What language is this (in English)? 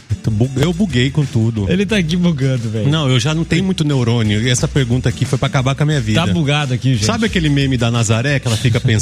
Portuguese